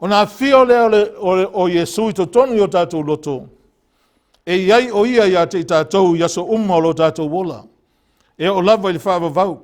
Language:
Samoan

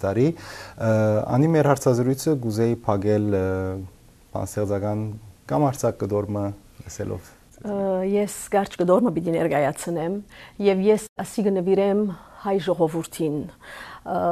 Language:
Western Armenian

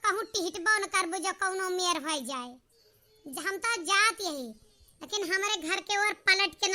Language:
Awadhi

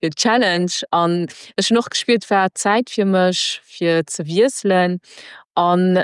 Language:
Luxembourgish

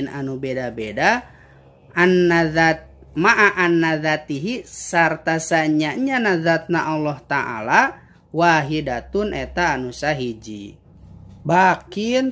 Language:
Sundanese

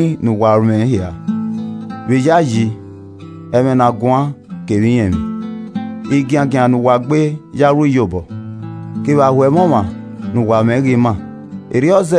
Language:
Esan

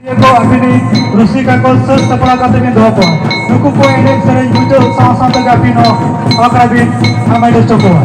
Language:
Santali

